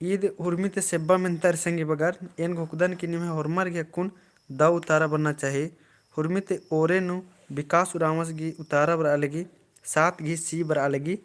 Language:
Kurukh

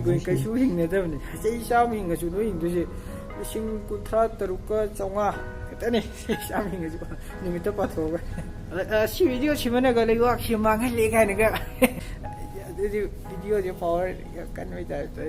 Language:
Manipuri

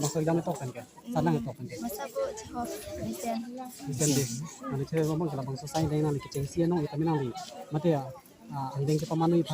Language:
Karbi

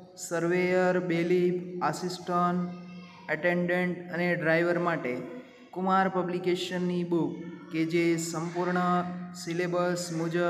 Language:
Gujarati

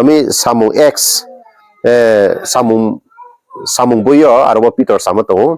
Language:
Riang (India)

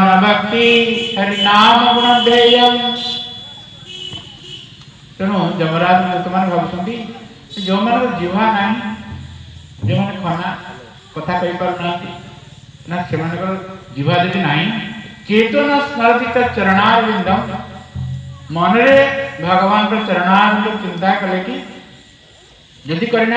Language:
Odia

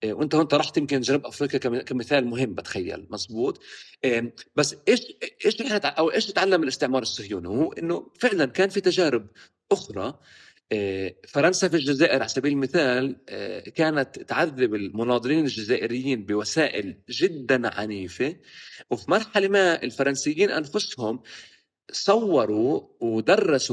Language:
North Levantine Arabic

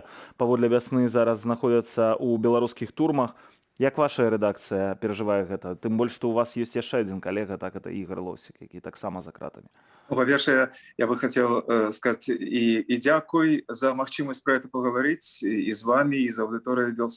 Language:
Belarusian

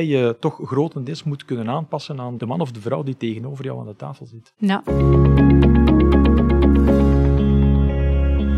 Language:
Dutch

